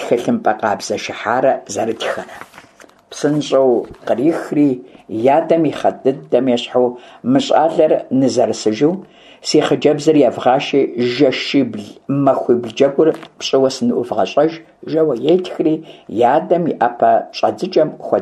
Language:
Kabardian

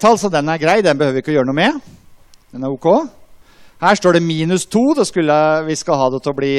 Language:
Norwegian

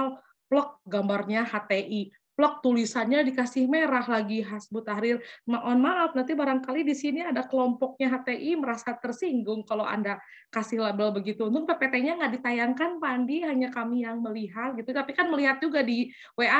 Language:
Indonesian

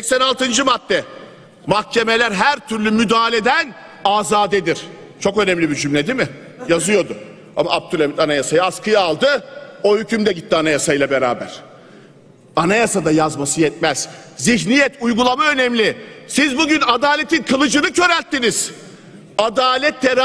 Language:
Turkish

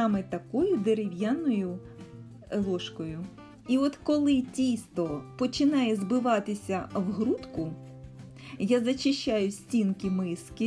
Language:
Ukrainian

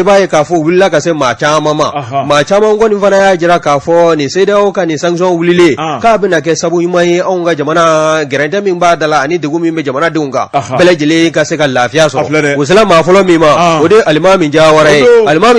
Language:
Bambara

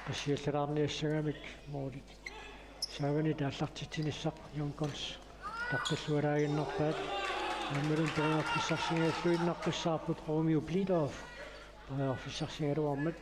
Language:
Kalaallisut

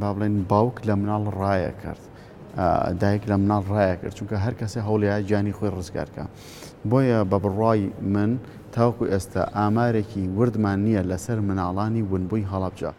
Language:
Central Kurdish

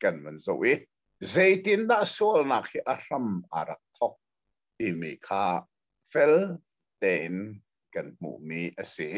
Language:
Hakha Chin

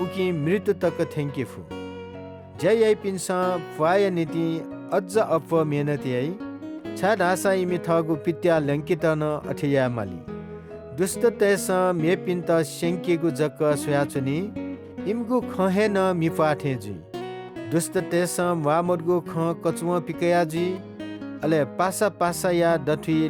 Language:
Newari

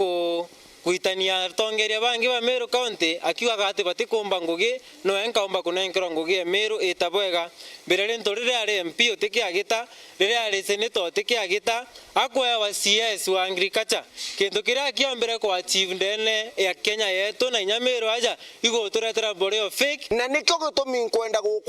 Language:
Meru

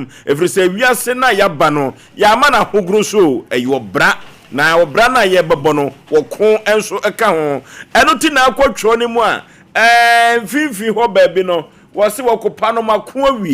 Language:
Akan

